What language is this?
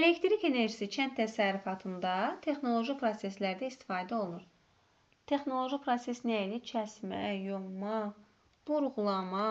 Azerbaijani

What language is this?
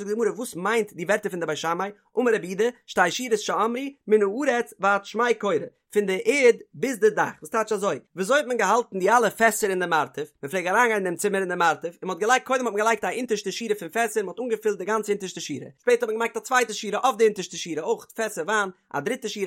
Yiddish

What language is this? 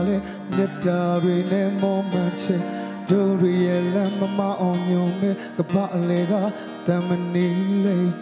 Burmese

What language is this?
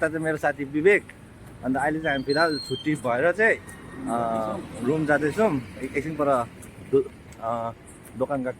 Nepali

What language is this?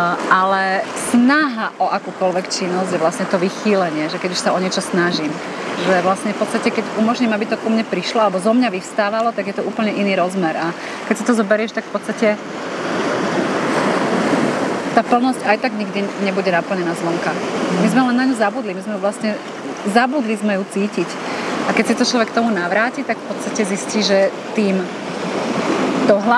Slovak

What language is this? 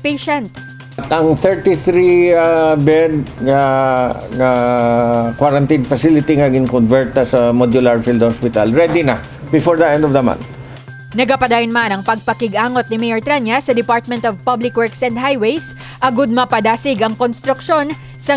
Hiligaynon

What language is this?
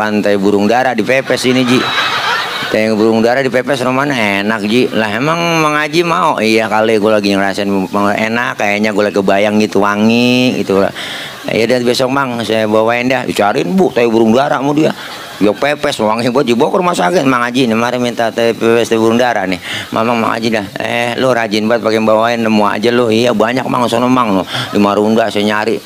Betawi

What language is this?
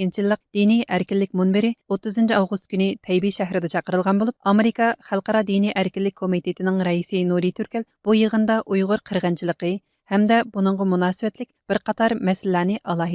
Uyghur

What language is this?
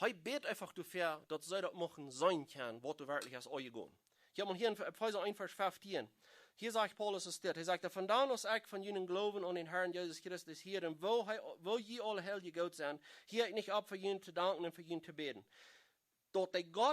Plautdietsch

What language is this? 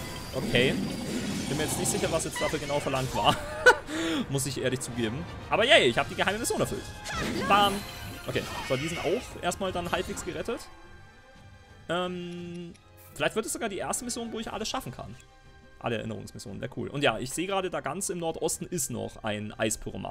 German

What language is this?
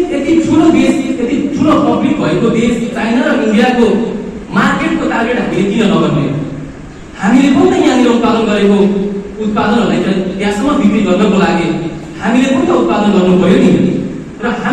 Nepali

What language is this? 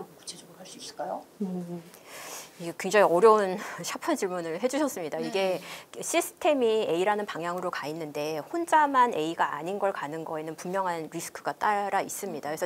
Korean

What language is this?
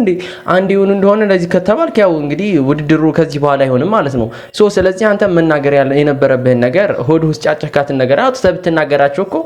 Amharic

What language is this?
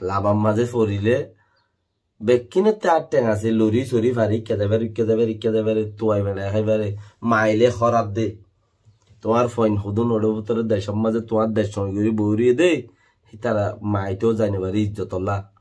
Rohingya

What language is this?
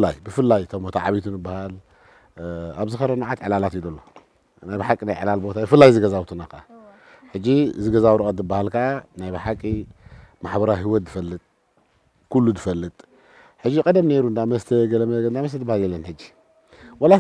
Tigrinya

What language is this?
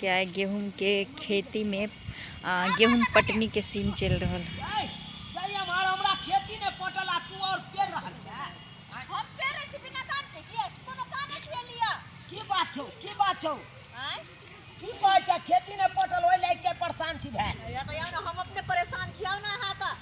Maithili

